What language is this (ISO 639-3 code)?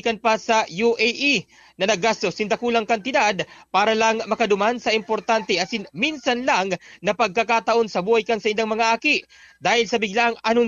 bik